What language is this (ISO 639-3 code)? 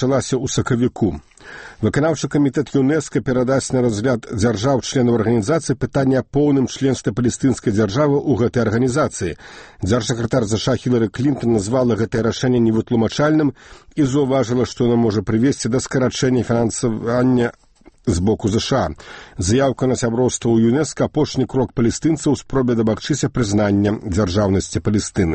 bel